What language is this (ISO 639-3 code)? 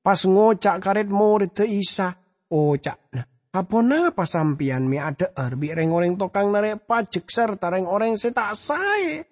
mad